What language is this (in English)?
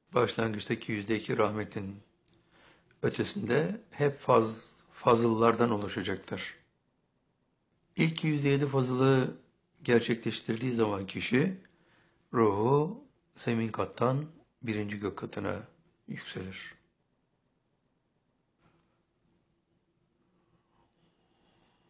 Turkish